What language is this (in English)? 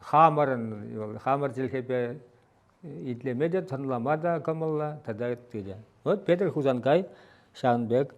Chuvash